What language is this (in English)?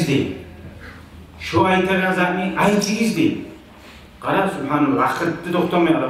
Kumyk